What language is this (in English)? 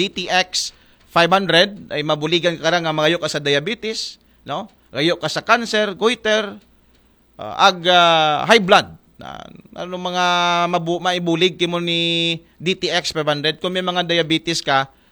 Aklanon